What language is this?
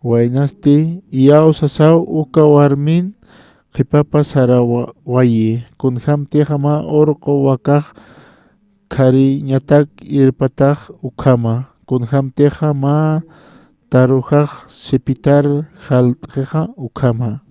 Aymara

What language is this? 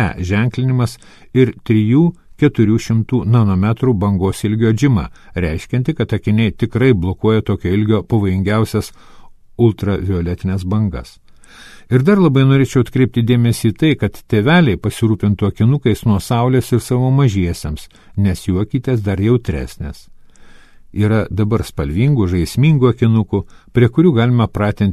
Lithuanian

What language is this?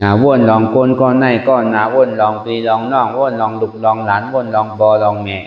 Shan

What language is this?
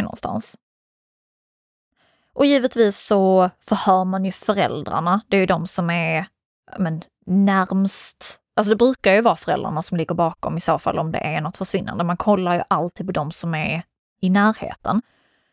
Swedish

